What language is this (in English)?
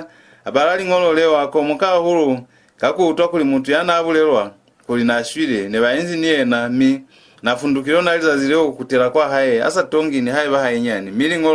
Lozi